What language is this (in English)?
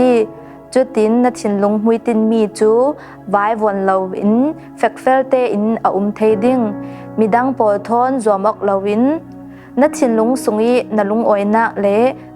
Falam Chin